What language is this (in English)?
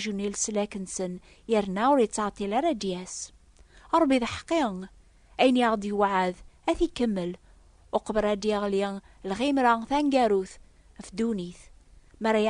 Kabyle